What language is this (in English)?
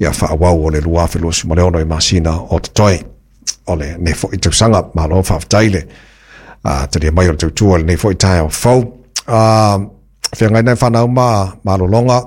Samoan